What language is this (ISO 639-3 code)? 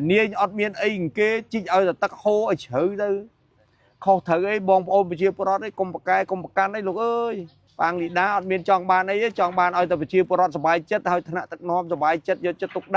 khm